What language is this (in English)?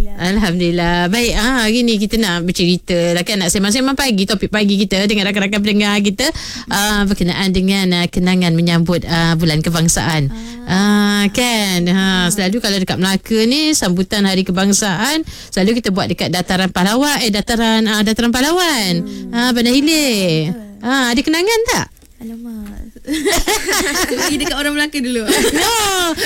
Malay